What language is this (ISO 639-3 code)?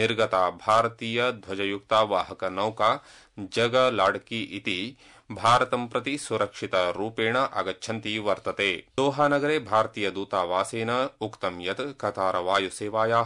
san